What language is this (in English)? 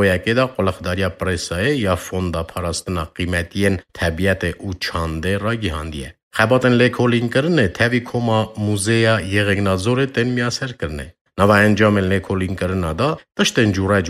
Kurdish